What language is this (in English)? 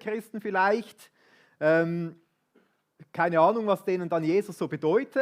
Swiss German